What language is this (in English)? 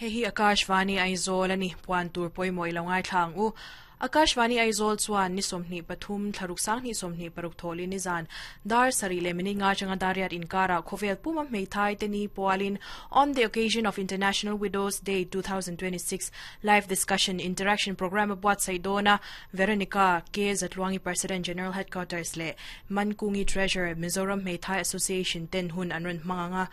Mizo